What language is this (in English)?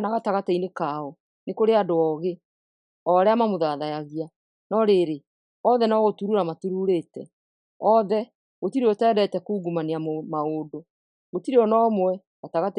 Kikuyu